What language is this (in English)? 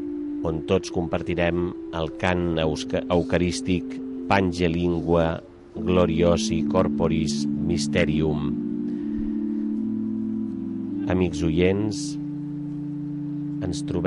Catalan